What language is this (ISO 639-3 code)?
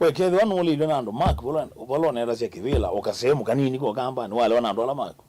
kam